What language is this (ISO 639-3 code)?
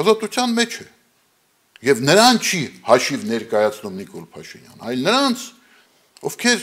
hye